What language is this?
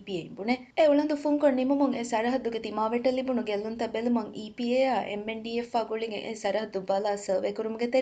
Divehi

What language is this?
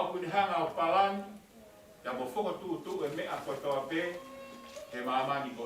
Tongan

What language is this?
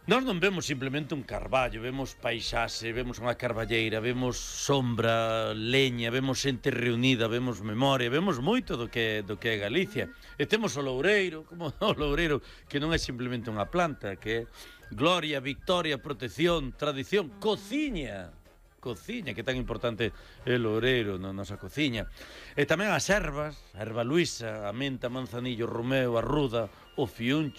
Galician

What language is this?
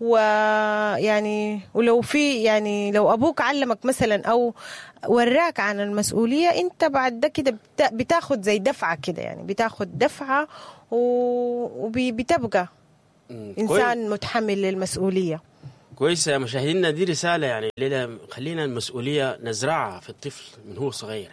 Sudanese Arabic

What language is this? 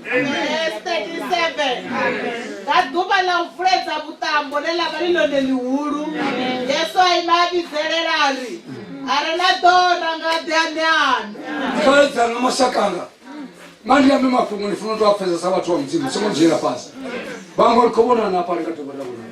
Venda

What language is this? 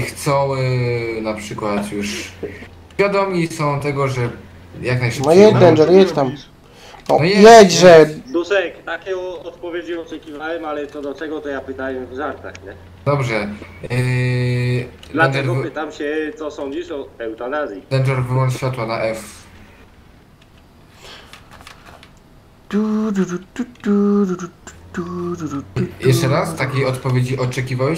Polish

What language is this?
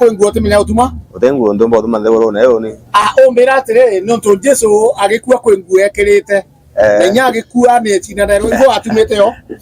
Meru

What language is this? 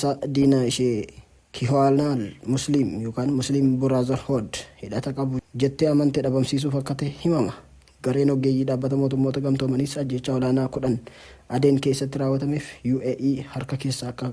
Oromo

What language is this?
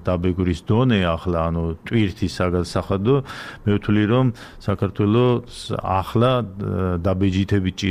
Georgian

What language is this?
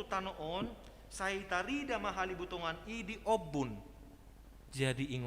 Batak Toba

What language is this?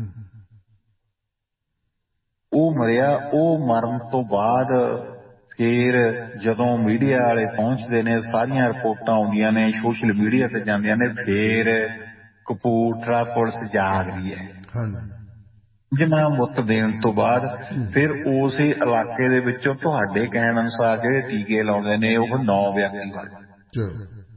Punjabi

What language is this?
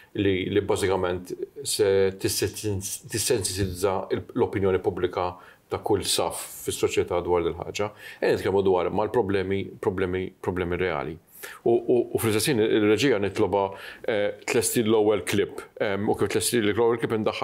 Maltese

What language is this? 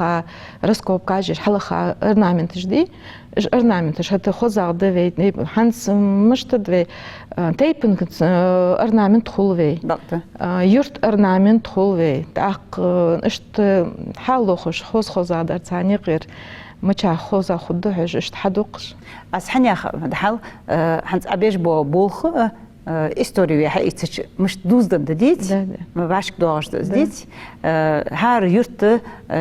Ingush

